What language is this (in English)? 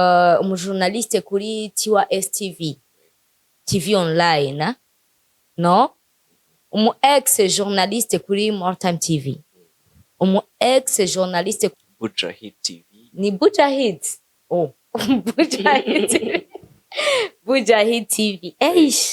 Rundi